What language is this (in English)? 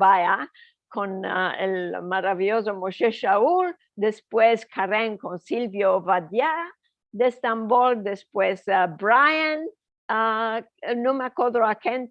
Ladino